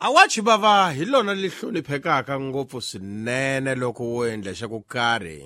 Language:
Tsonga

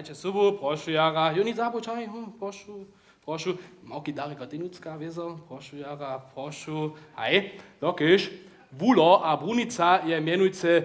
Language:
Upper Sorbian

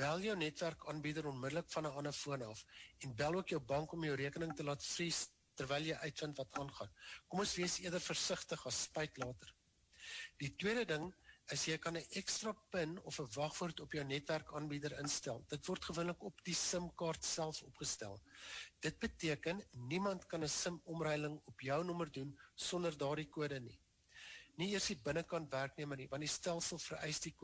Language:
Afrikaans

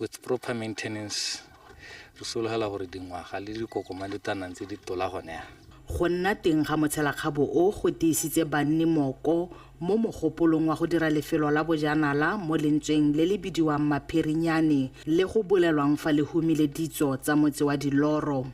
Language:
Tswana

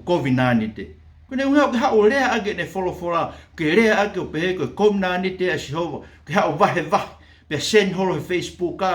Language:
Tongan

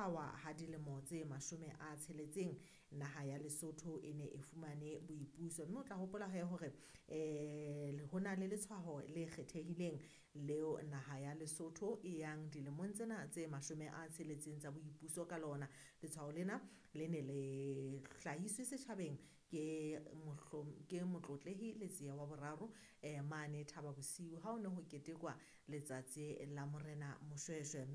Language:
Southern Sotho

